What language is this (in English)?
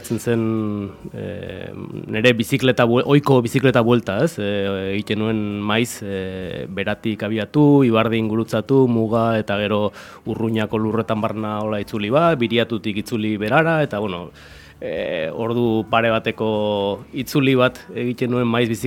Basque